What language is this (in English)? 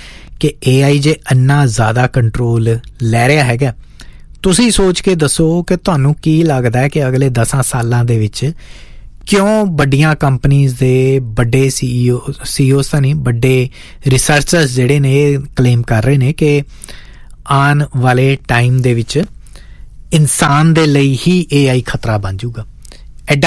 Punjabi